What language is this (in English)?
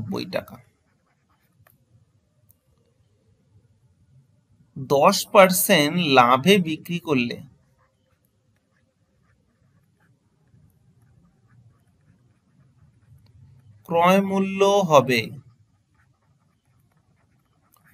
Bangla